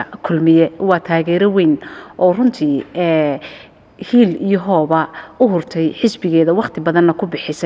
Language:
Somali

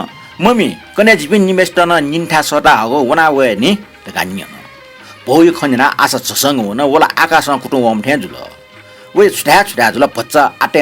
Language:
Newari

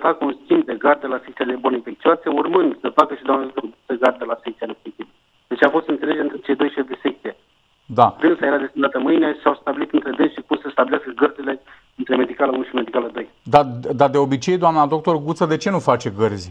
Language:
Romanian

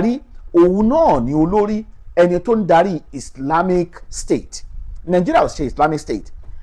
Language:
Yoruba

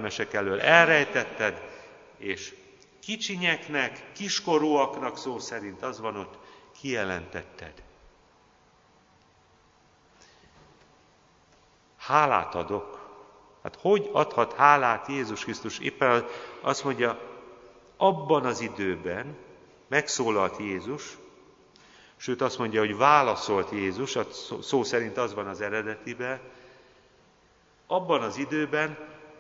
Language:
Hungarian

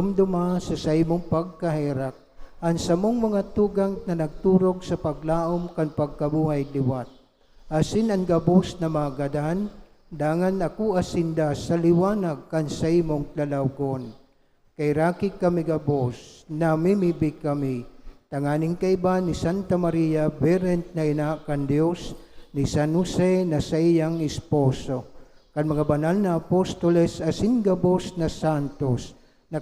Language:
Bikol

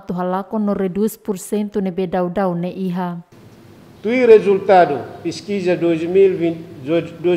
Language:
Tetum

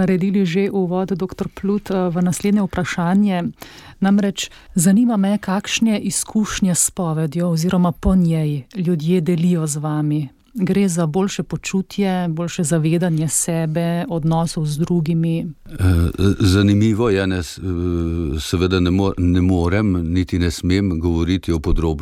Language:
Slovenian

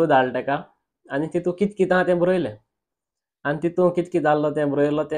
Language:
Konkani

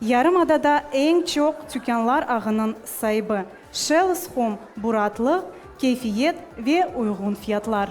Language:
Crimean Tatar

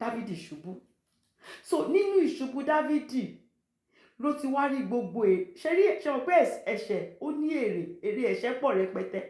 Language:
Yoruba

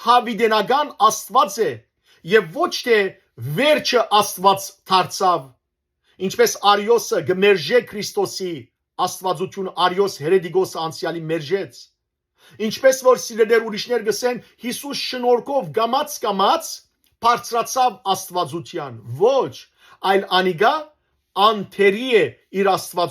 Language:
Western Armenian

